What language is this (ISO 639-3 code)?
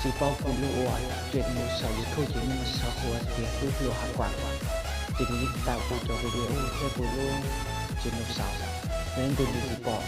hmn